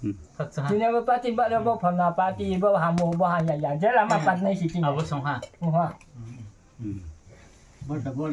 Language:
Riang (India)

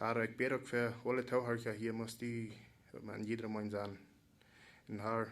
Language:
Plautdietsch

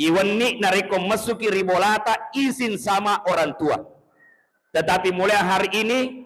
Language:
Buginese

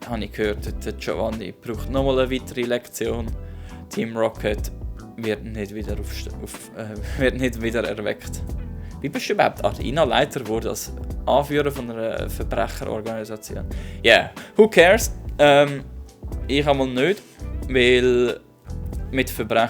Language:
Swiss German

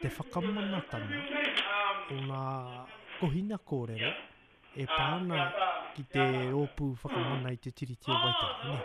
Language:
Māori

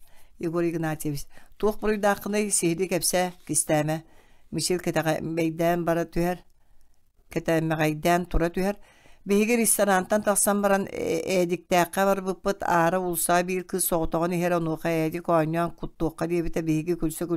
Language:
Yakut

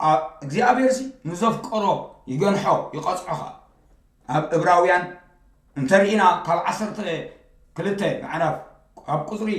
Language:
Tigrinya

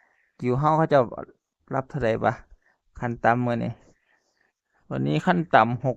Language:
Northeastern Thai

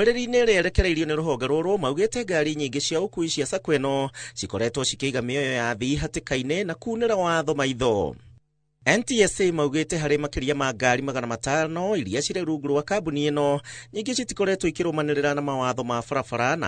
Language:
Kikuyu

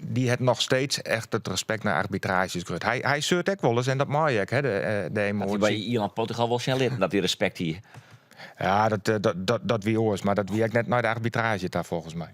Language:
Western Frisian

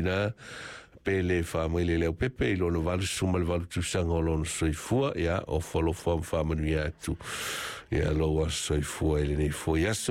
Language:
Samoan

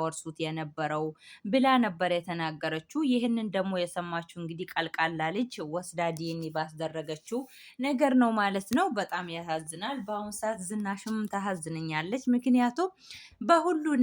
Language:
Amharic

